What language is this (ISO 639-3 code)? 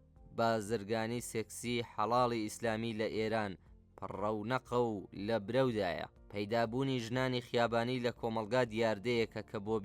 ckb